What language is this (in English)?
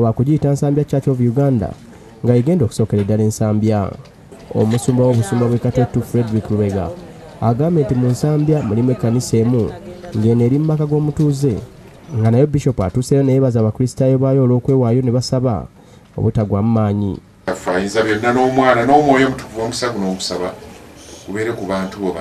Ganda